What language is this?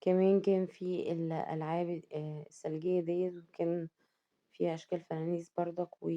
Egyptian Arabic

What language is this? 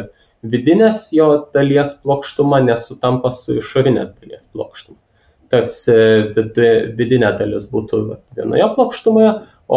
Lithuanian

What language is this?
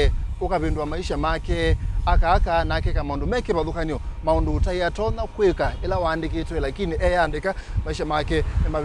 Kamba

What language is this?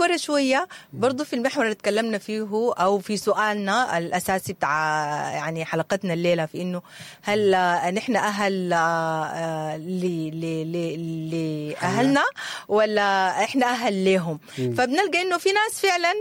Sudanese Arabic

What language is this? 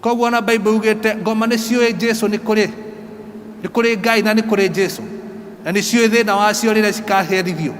Kikuyu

